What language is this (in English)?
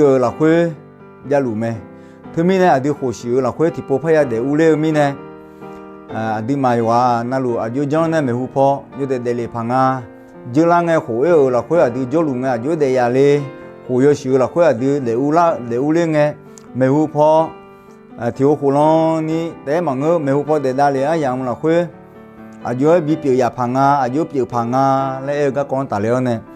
Akha